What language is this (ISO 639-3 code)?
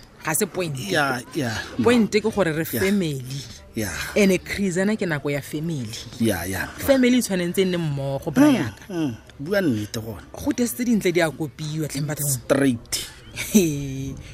tsn